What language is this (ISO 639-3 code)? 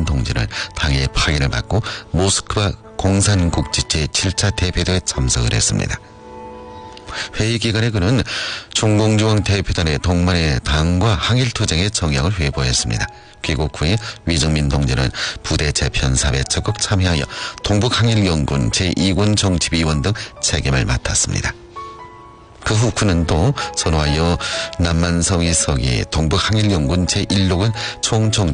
kor